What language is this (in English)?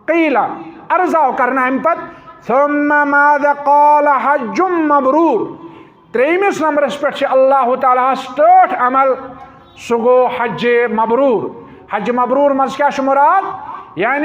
Kashmiri